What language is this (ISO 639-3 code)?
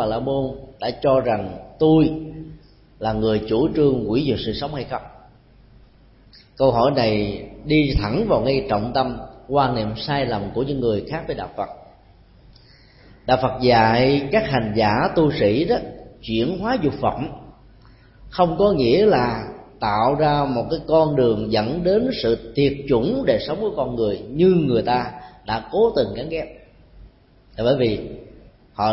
vie